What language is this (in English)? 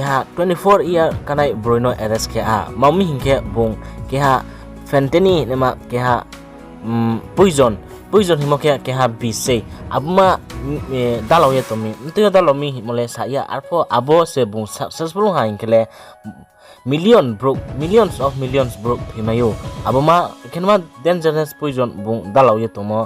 Riang (India)